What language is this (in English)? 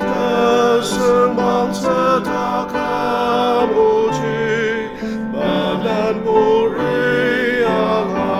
Ao Naga